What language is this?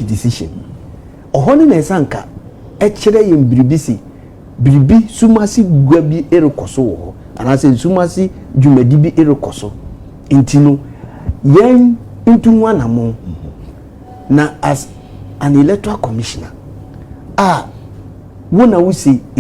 Akan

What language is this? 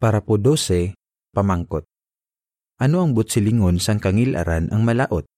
Hiligaynon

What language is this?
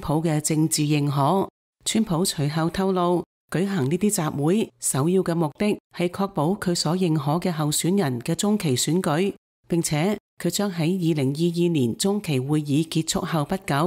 Cantonese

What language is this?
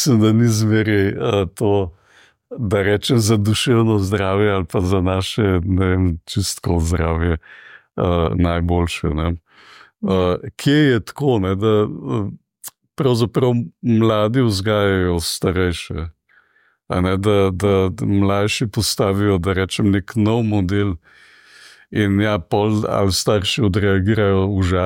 Slovenian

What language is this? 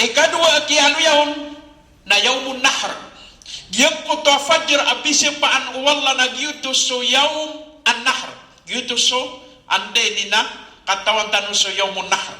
Maranao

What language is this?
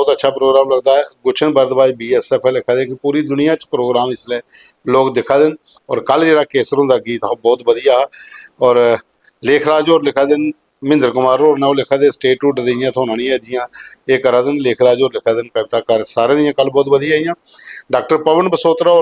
Dogri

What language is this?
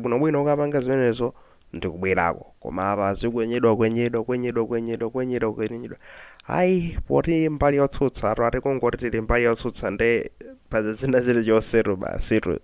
Nyanja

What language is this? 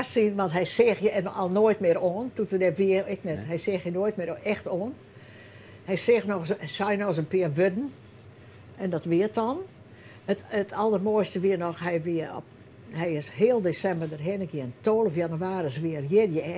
Western Frisian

